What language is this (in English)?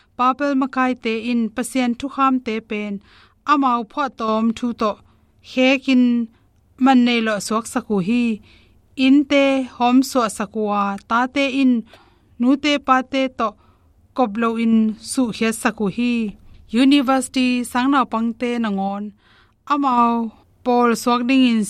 Tedim Chin